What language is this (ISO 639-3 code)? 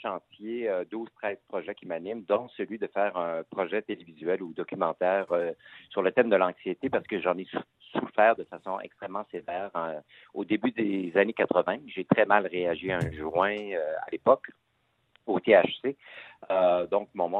fra